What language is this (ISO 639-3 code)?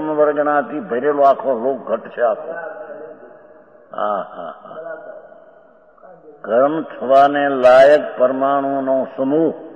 guj